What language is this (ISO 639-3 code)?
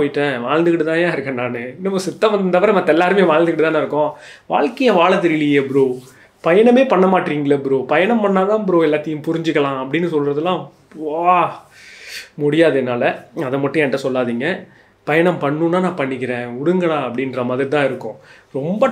tam